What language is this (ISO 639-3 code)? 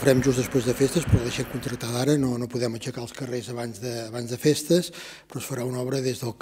cat